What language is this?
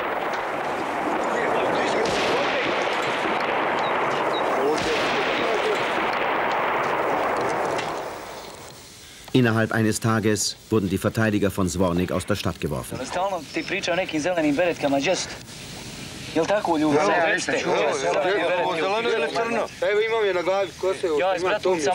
German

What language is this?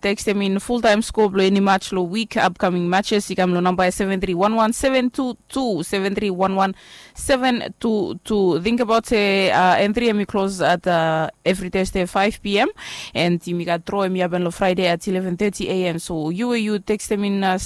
Bislama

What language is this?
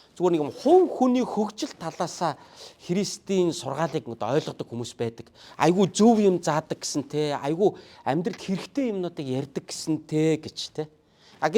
Mongolian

